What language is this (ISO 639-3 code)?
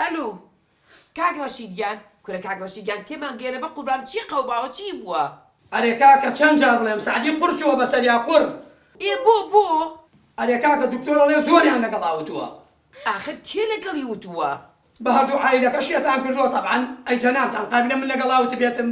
ckb